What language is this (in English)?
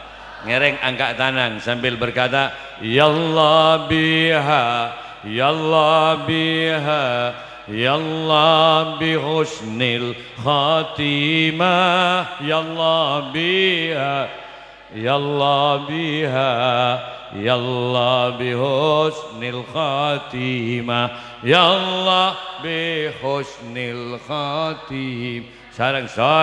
Madurese